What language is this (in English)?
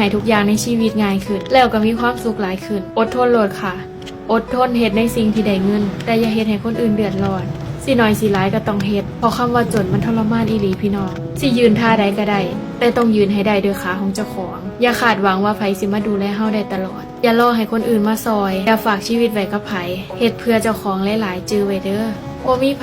Northeastern Thai